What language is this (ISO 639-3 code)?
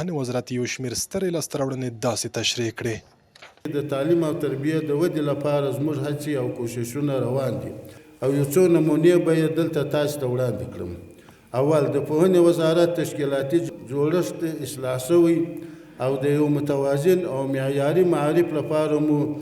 pus